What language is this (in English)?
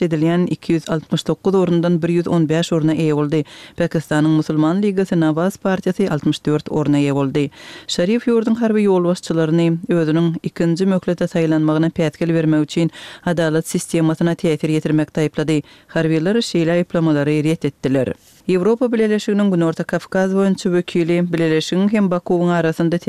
Turkmen